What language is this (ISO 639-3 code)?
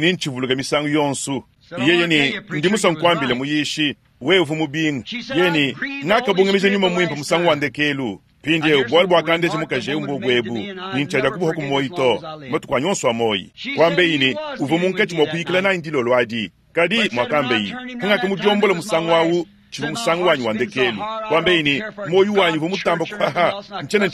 lua